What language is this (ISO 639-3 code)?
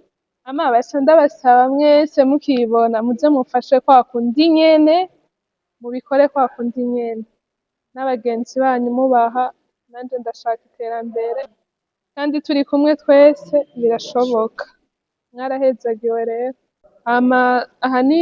run